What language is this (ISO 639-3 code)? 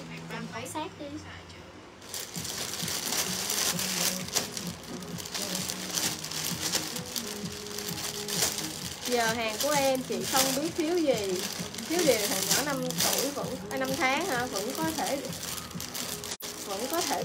vie